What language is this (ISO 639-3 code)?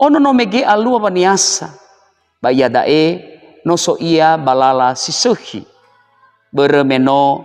nia